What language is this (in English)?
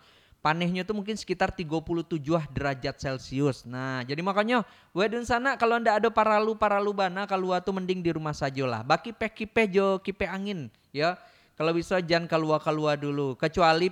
Minangkabau